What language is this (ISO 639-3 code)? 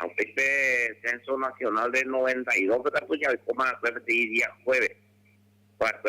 grn